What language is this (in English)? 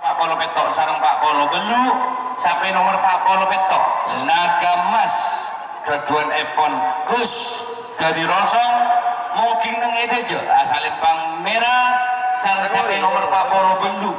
Madurese